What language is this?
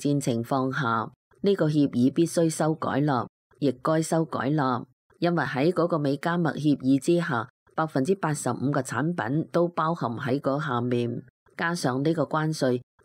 Cantonese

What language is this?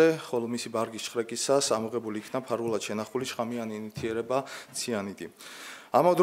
Georgian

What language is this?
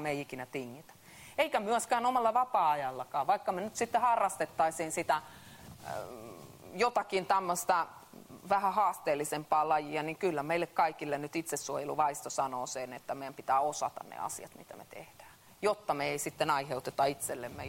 Finnish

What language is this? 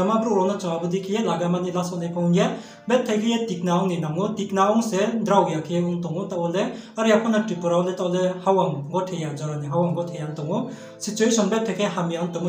Riang (India)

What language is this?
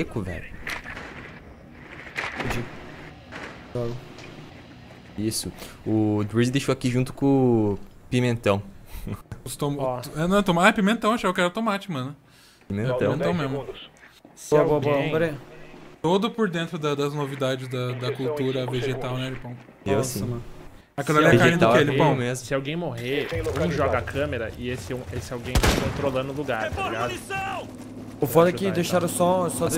Portuguese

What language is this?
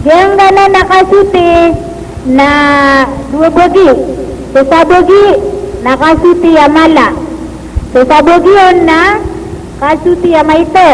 Maranao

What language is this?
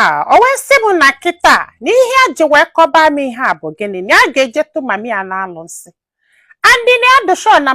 Igbo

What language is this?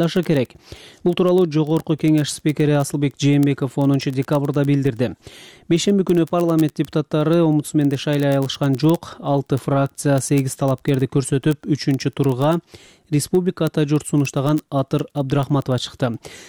Kyrgyz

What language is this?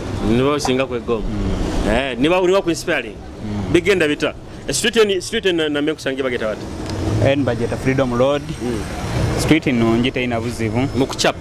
Nyoro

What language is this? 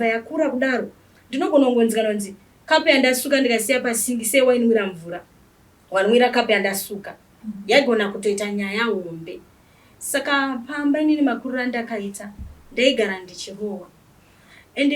Shona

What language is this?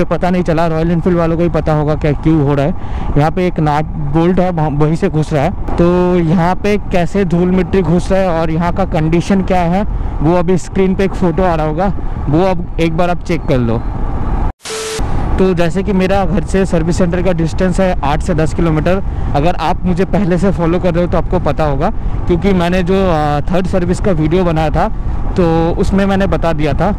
Hindi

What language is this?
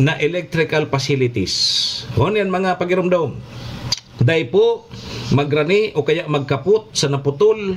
Bikol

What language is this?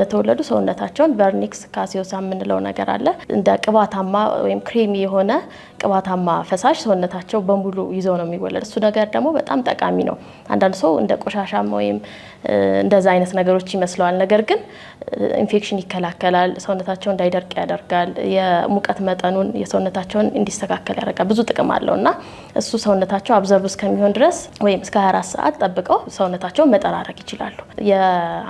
Amharic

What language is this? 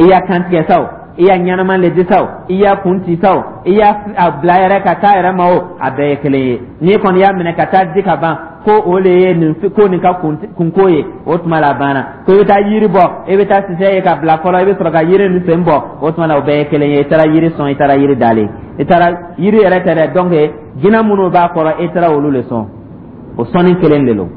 Dyula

